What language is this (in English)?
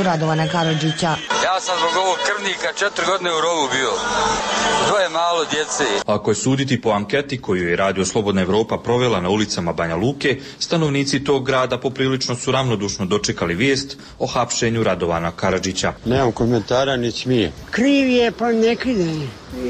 Bosnian